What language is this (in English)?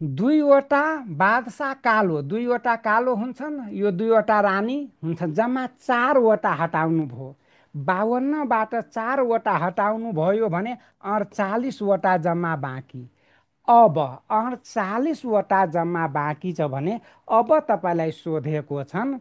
Nepali